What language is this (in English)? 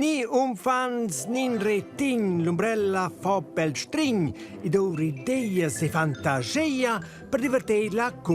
Romansh